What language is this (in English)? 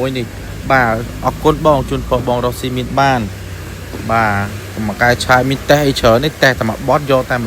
Khmer